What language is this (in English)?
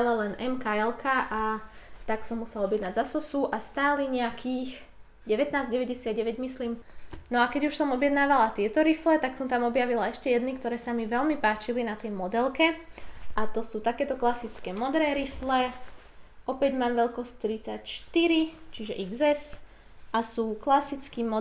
Slovak